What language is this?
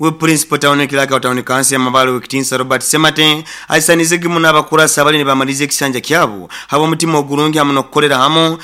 Nyoro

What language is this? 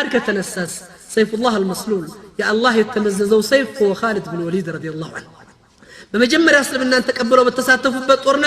Amharic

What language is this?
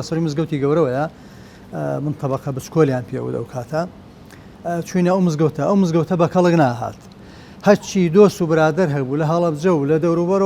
Central Kurdish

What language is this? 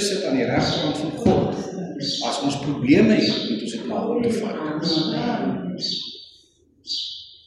Afrikaans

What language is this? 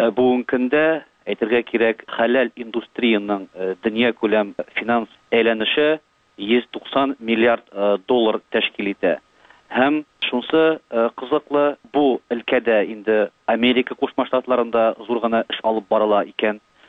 Tatar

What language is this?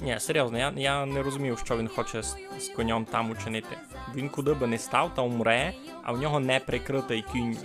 Rusyn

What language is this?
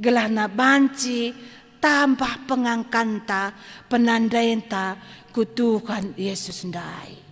Batak Karo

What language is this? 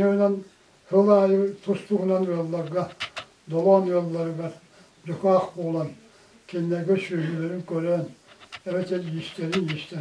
Yakut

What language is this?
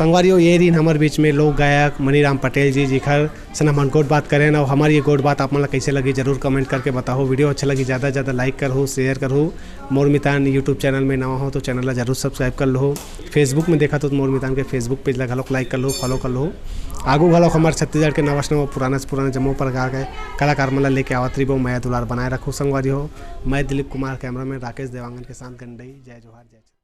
Chhattisgarhi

